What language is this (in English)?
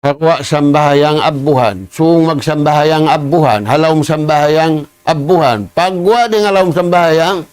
Tausug